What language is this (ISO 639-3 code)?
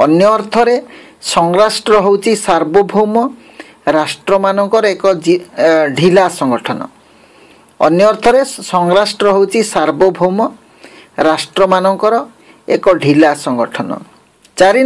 ori